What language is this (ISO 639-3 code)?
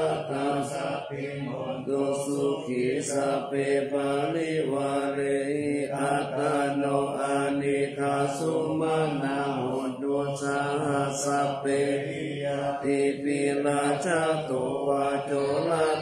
pli